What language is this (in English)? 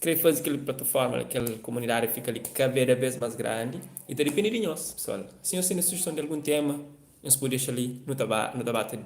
Kabuverdianu